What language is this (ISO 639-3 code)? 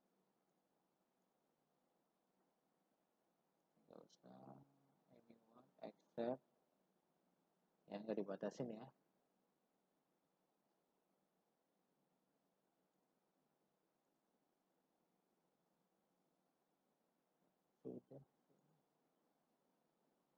ind